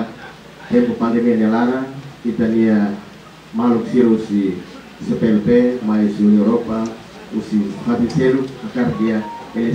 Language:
Tetum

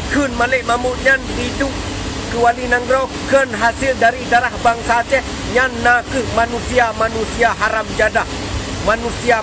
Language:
Achinese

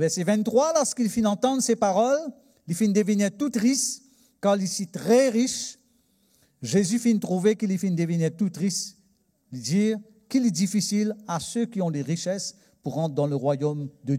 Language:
Morisyen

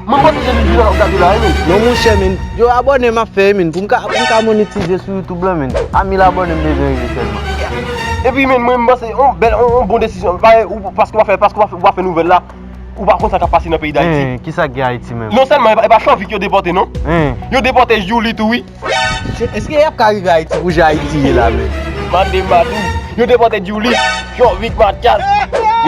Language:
Haitian Creole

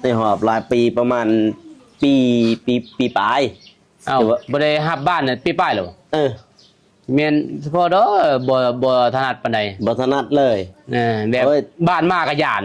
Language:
Lao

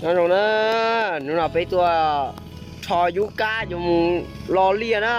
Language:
Hmong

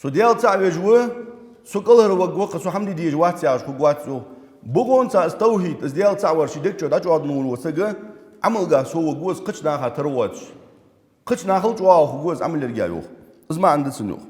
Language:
Ingush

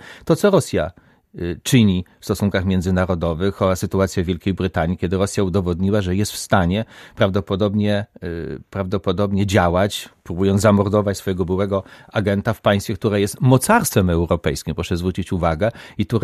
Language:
Polish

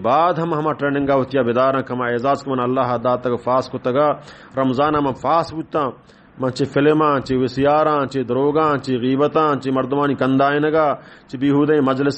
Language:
Baluchi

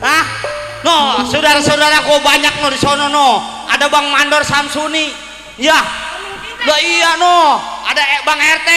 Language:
Betawi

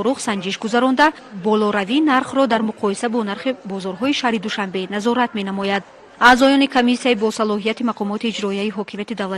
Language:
Tajik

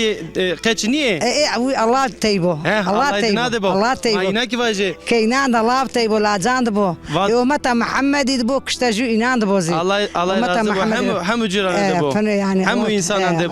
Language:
Zaza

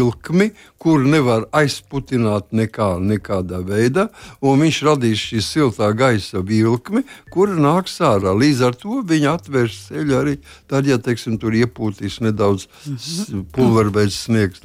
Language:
Latvian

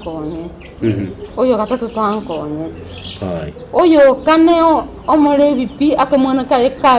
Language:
Gusii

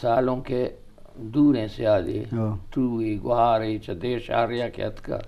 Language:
Eastern Balochi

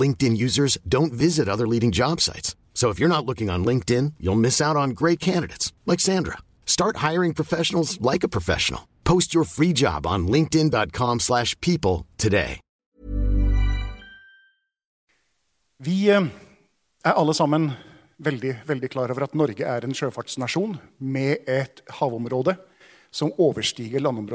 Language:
Norwegian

